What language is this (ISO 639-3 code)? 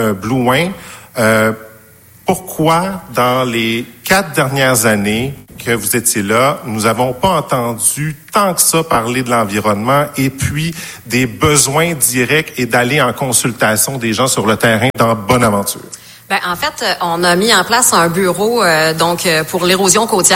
fra